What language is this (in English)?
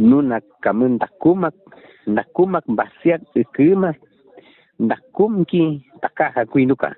Aguaruna